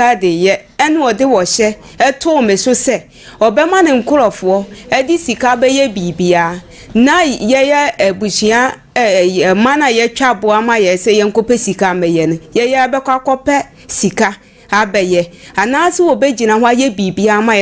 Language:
Akan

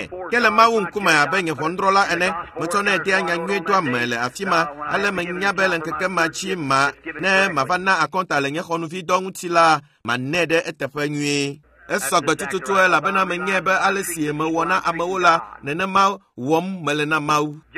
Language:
Ewe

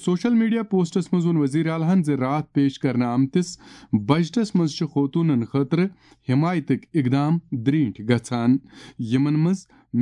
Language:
Kashmiri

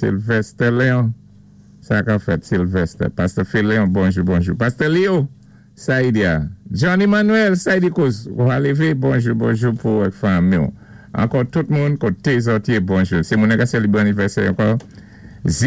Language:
Saint Lucian Creole French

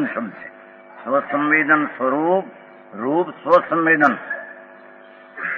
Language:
Gujarati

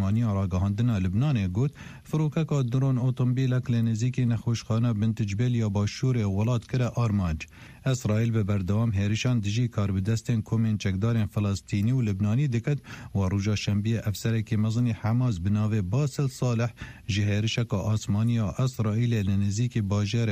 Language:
Kurdish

